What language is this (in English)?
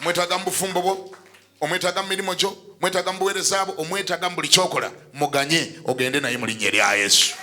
Ganda